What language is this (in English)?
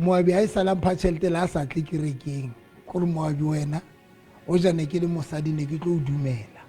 Southern Sotho